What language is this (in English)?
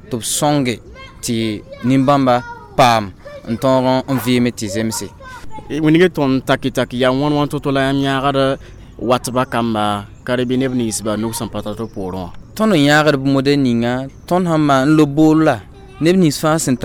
Mossi